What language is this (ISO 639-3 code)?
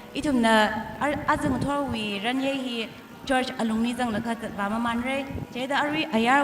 nmf